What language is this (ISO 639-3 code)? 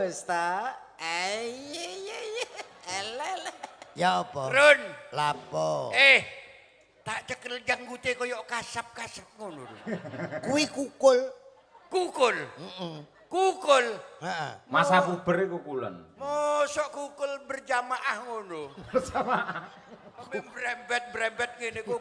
jav